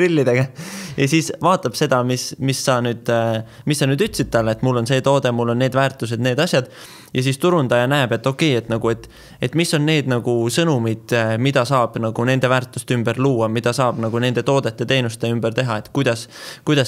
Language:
Estonian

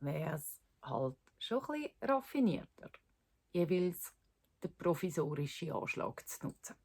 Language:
Swiss German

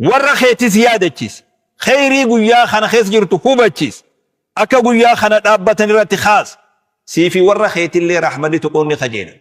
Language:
Oromo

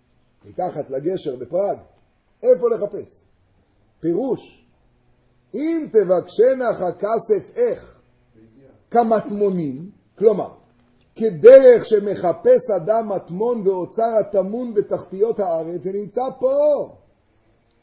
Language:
Hebrew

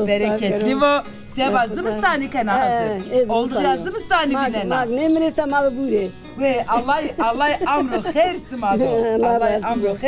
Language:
Zaza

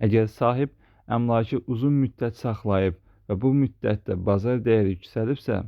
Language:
Azerbaijani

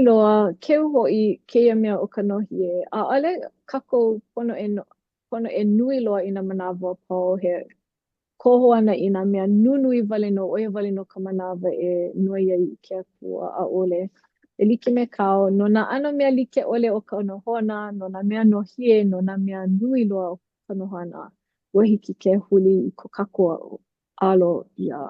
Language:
Hawaiian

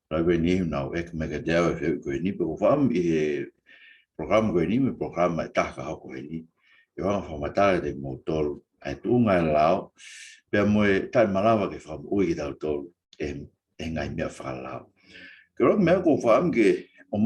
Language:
Tongan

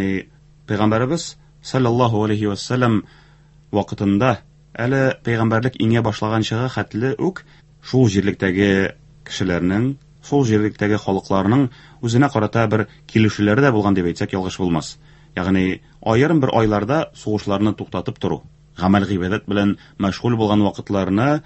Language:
Tatar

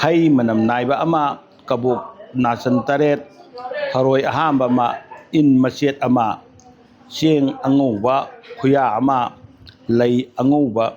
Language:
Manipuri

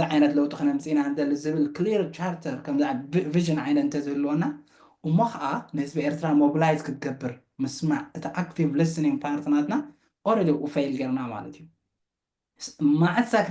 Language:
Tigrinya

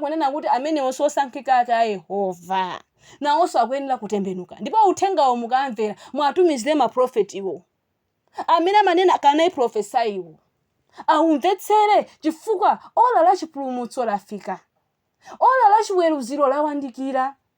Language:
Nyanja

